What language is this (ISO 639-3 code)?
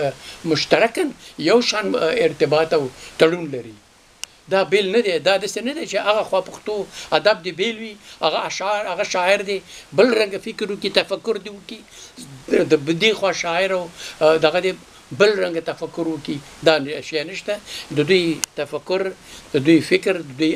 pus